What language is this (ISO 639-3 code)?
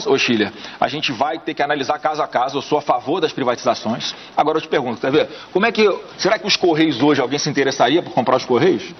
por